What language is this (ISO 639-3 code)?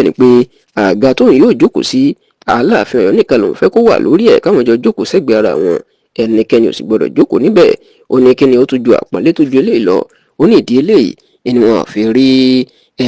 yor